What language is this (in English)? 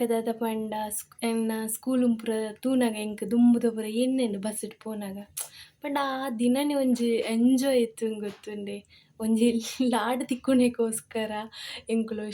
Tulu